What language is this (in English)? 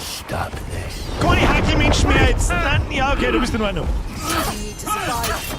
Bavarian